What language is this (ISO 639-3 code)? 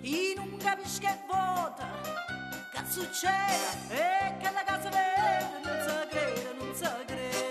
nap